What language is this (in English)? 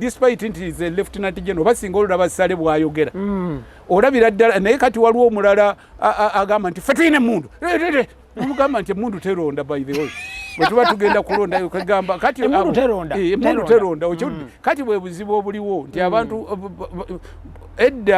Ganda